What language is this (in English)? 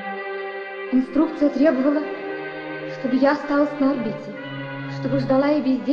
Russian